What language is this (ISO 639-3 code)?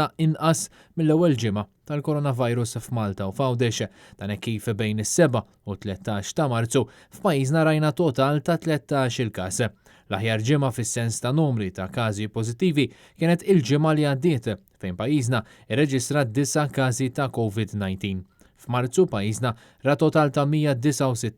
mlt